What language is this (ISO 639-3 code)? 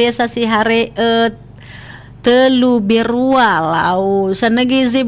nia